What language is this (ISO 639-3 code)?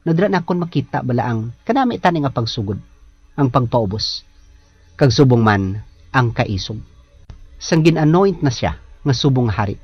hil